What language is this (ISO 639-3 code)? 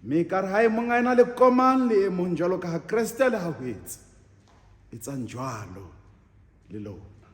sot